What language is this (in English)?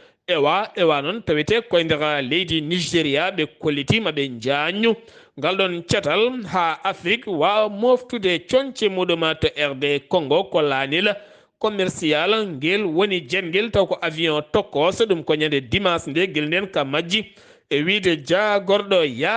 Fula